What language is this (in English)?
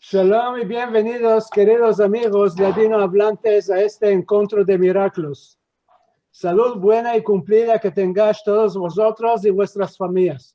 Ladino